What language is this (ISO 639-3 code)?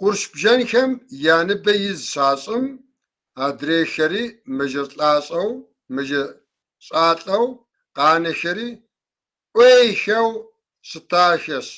kbd